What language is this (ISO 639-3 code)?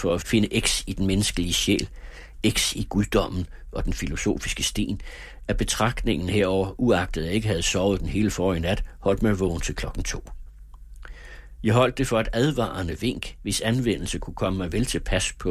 dan